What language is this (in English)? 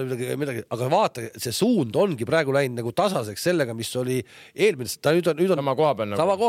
Estonian